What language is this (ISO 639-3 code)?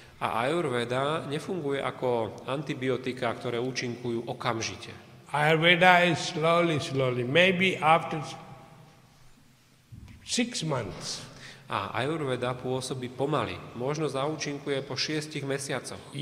slk